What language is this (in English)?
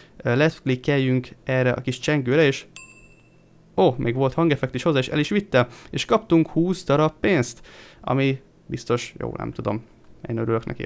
Hungarian